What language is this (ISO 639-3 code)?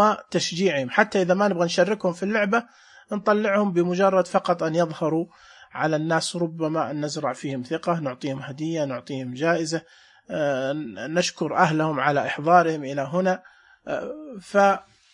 ars